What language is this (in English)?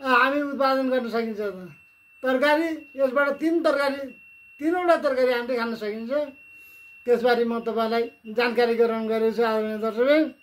Nepali